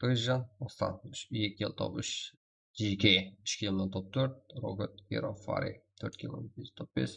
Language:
Kara-Kalpak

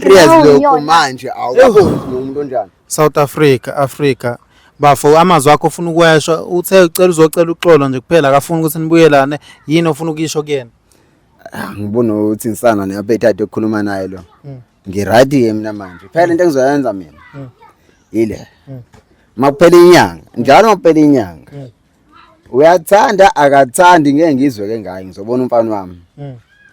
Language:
Zulu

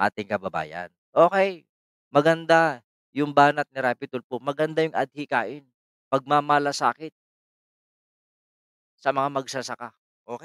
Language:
Filipino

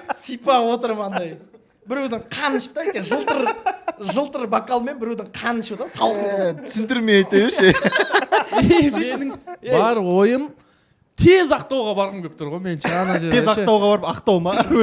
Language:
Kazakh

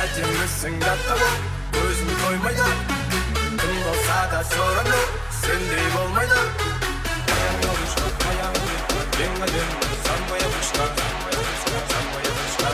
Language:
Kara-Kalpak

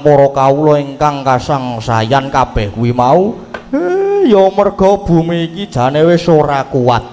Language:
Javanese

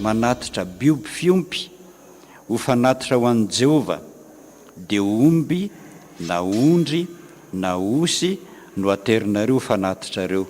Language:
Malagasy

